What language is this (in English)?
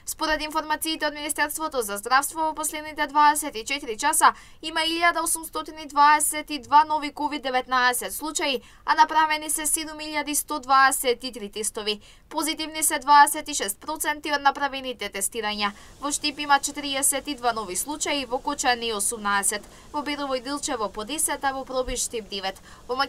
Macedonian